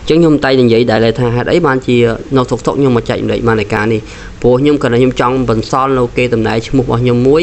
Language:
Khmer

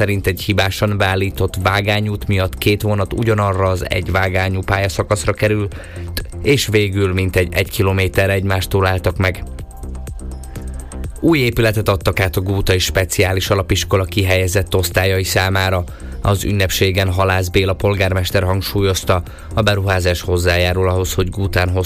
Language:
Hungarian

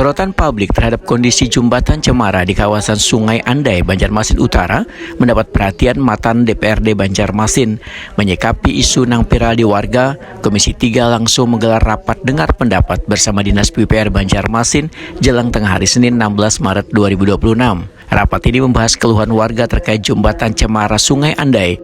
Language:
Banjar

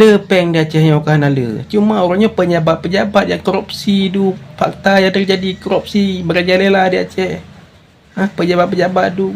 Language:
Achinese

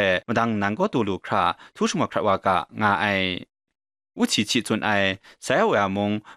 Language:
Kachin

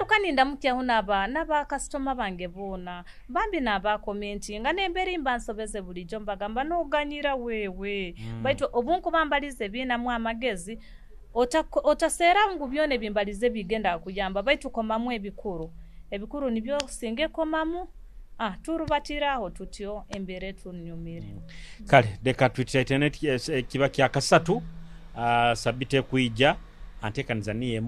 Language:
Nyoro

